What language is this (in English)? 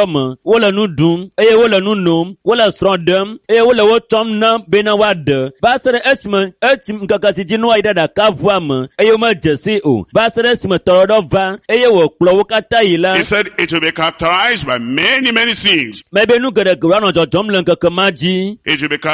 Ewe